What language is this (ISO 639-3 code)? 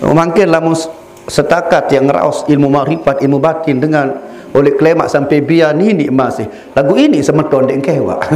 sas